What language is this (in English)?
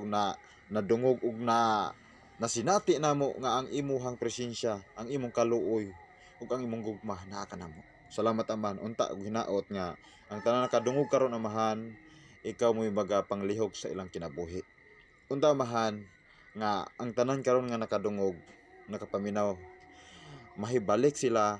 Cebuano